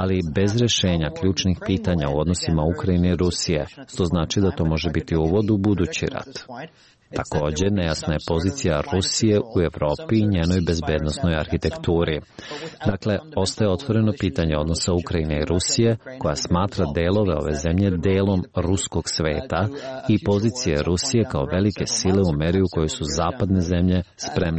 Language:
Serbian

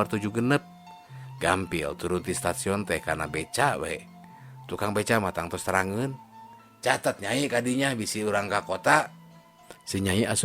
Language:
Sundanese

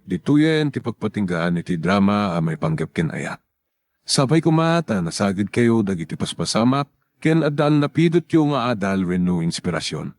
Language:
Iloko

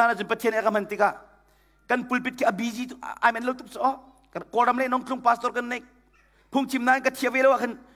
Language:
Hakha Chin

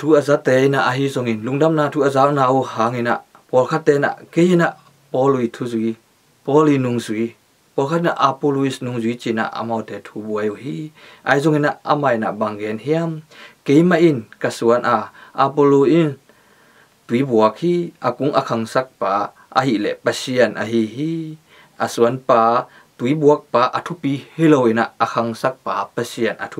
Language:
Tedim Chin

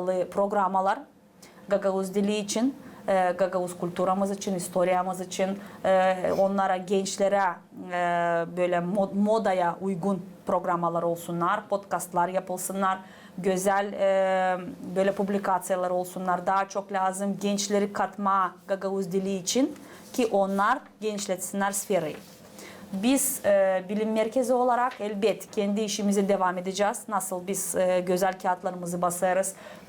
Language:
Gagauz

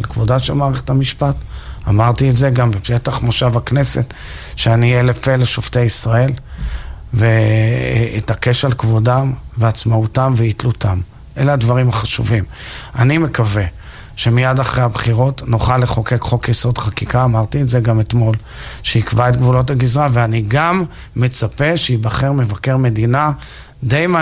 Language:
Hebrew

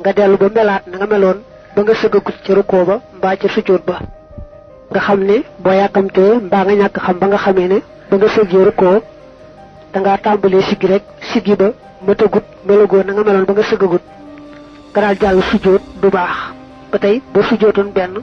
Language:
Wolof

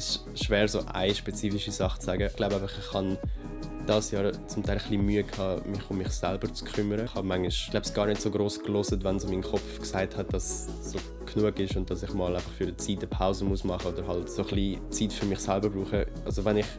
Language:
Swiss German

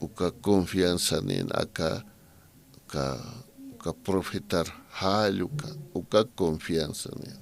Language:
Aymara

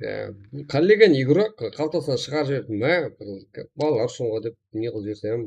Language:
Kara-Kalpak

